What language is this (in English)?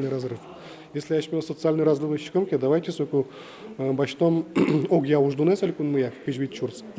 Udmurt